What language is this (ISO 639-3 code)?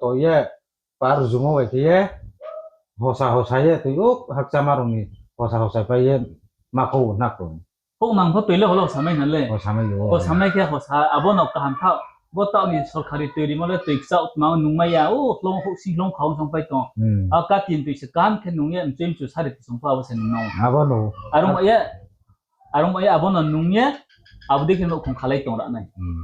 ria